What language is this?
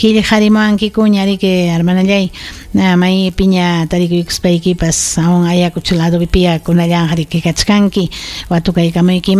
Ayacucho Quechua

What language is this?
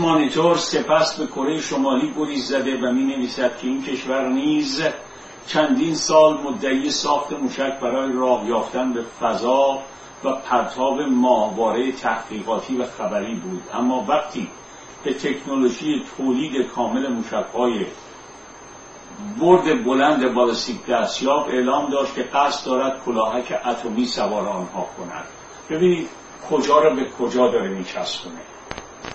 Persian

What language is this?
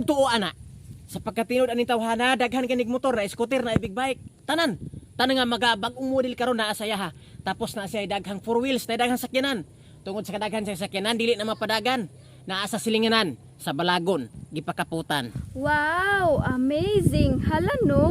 Cebuano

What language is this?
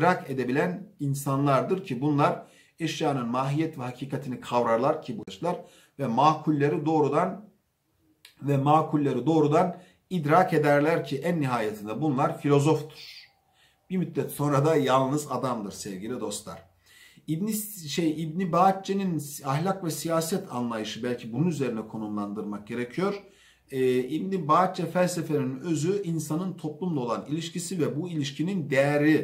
Turkish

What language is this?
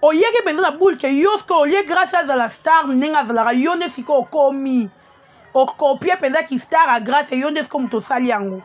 Lingala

